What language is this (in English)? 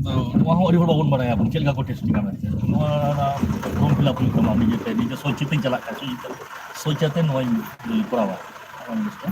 Santali